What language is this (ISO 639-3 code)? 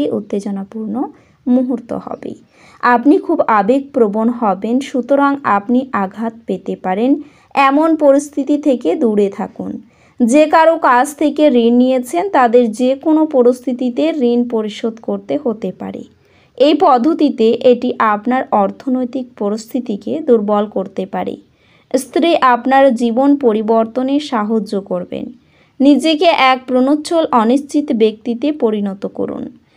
ben